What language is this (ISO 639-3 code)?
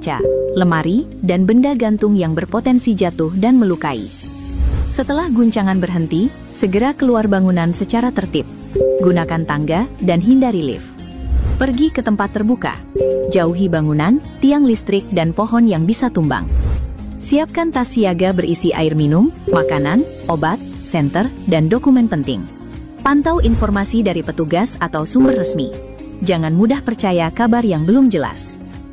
ind